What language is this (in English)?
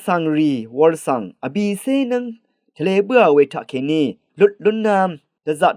Rawang